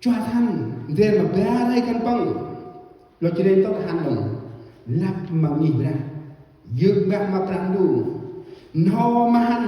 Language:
Central Mnong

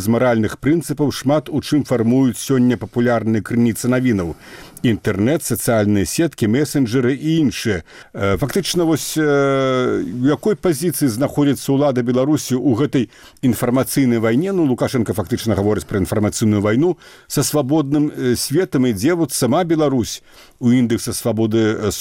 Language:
Belarusian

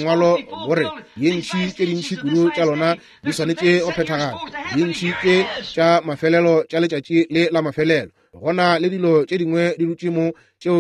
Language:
Northern Sotho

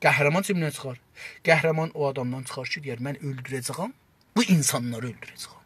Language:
South Azerbaijani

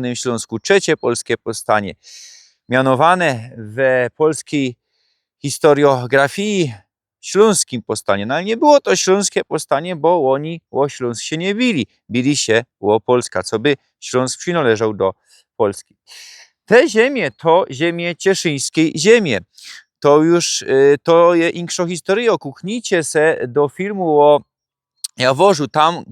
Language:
Silesian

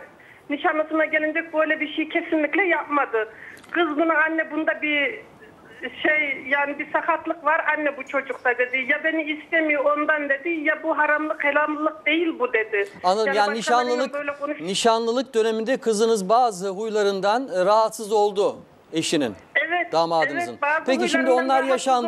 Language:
Turkish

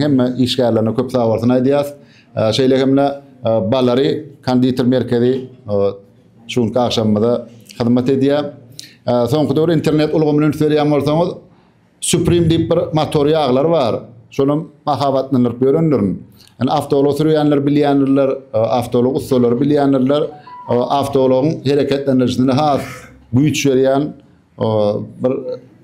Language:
Turkmen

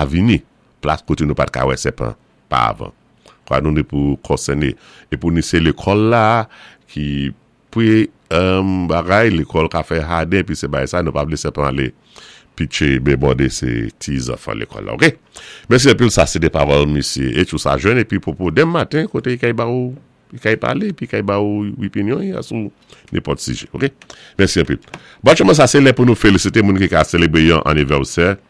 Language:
Saint Lucian Creole French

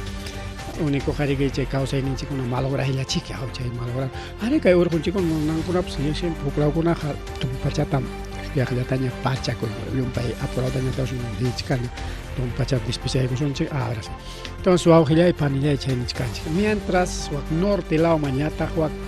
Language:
Ayacucho Quechua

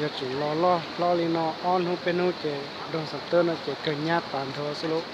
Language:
Hmong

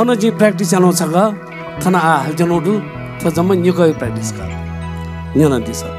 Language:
Newari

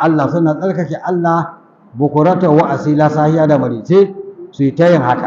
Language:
Hausa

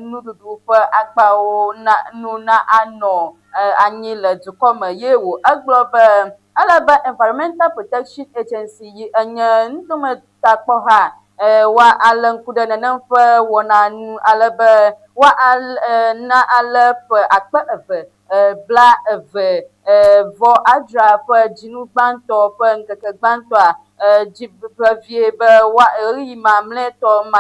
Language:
Ewe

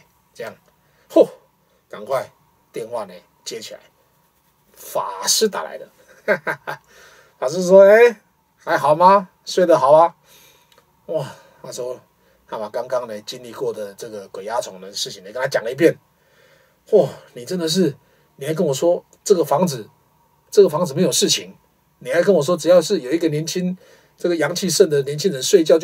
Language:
Chinese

